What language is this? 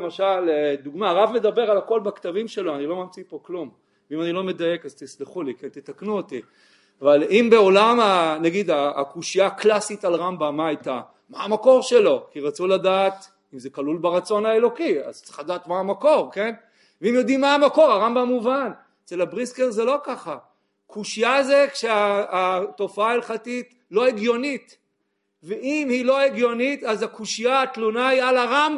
Hebrew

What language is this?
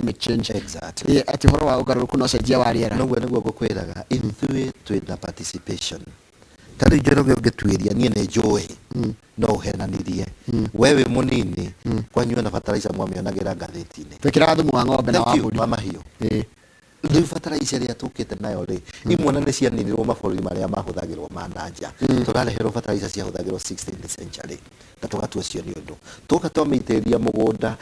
Kikuyu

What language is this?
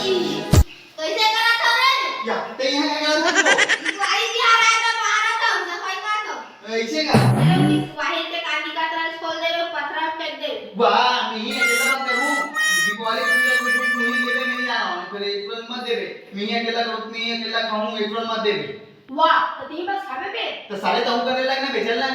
Chhattisgarhi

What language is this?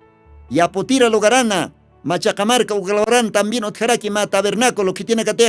Aymara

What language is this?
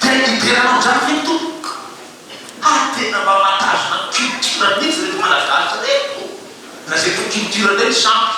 Malagasy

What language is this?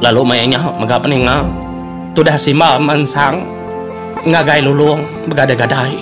Iban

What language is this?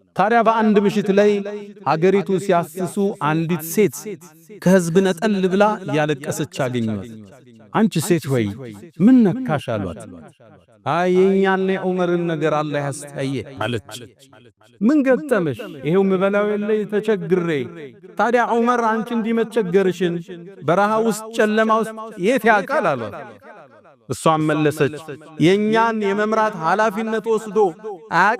Amharic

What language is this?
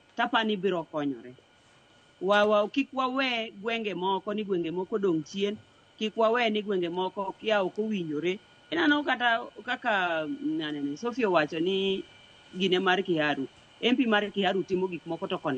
Luo (Kenya and Tanzania)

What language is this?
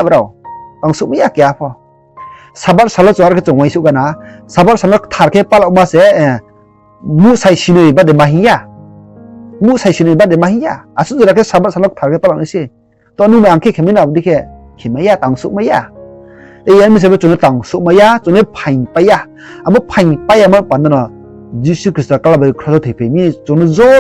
Riang (India)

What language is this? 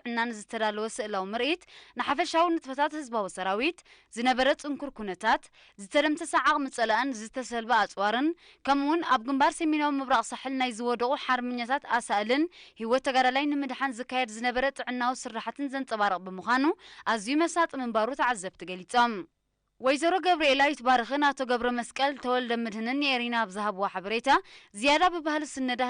Tigrinya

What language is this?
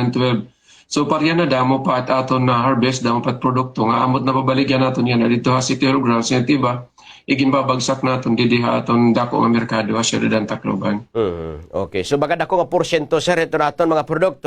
Waray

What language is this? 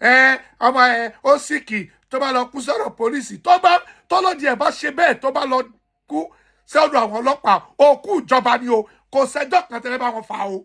Yoruba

